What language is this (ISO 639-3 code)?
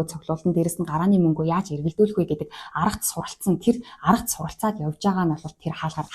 mon